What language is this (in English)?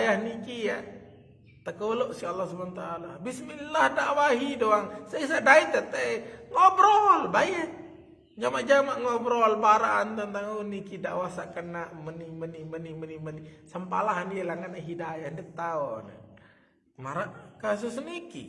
Sasak